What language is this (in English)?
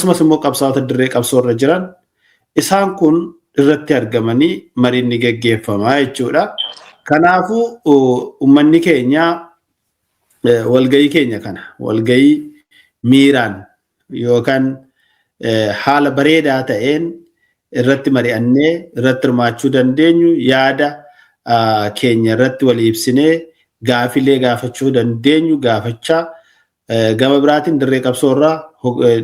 Oromo